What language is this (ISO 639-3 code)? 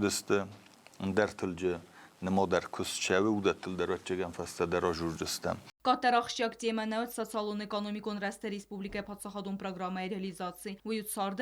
oss